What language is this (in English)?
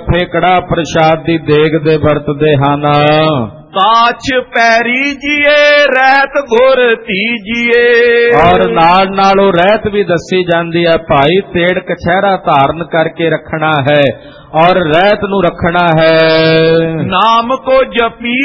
Punjabi